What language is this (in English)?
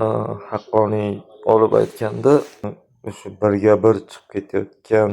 Uzbek